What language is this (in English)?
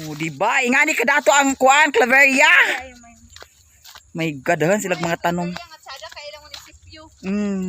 Cebuano